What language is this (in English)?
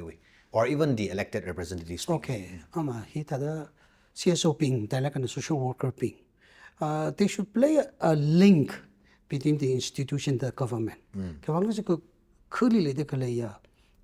Tangkhul Naga (India)